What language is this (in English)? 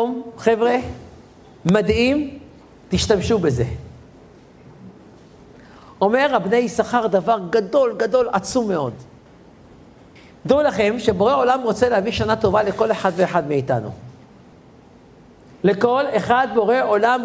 Hebrew